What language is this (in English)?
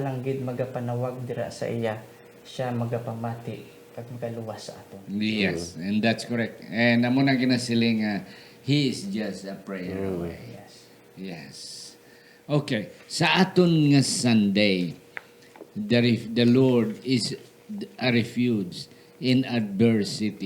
Hiligaynon